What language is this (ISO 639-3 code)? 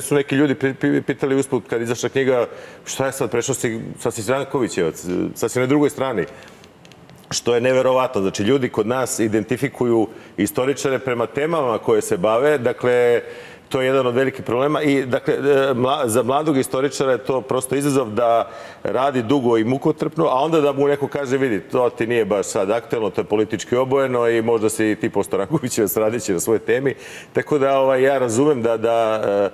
srp